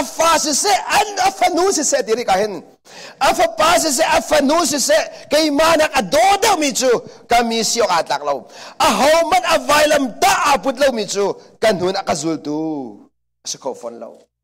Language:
Hakha Chin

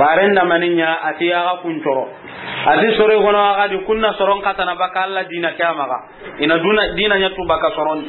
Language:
Soninke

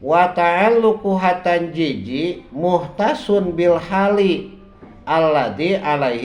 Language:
Sundanese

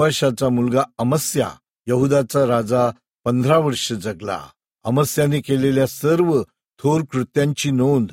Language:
Marathi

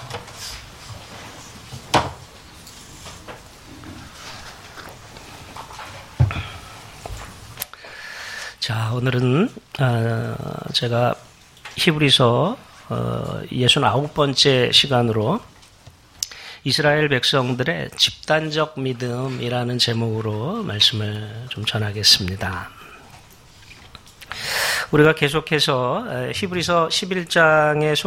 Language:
Korean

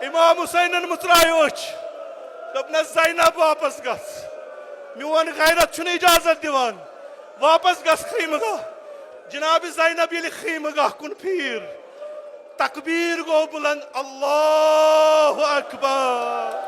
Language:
Kashmiri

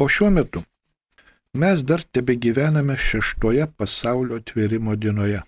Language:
Lithuanian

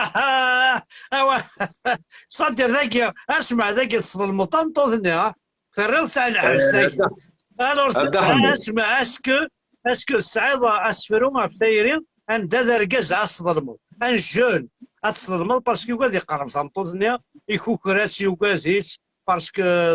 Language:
Kabyle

